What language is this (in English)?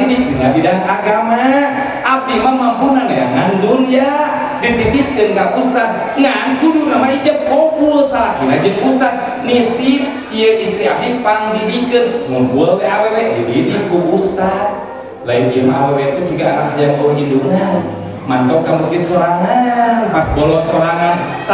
Sundanese